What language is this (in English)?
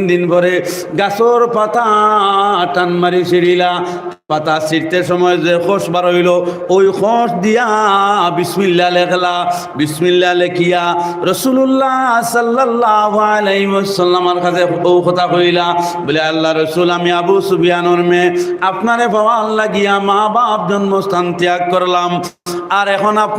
Sylheti